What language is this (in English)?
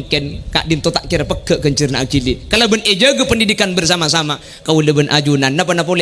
Madurese